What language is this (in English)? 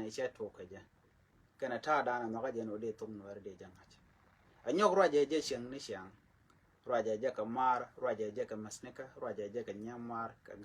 Nuer